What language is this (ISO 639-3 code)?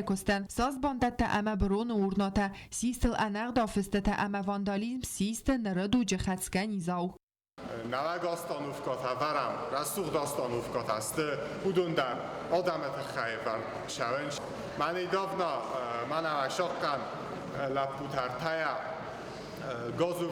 oss